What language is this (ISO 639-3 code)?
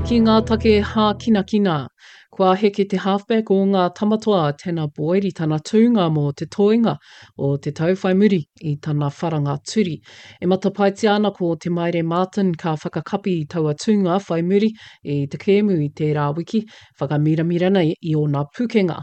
mri